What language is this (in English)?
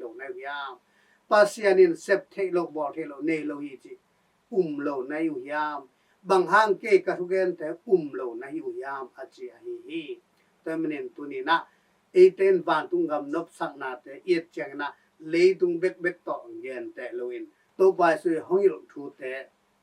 Tedim Chin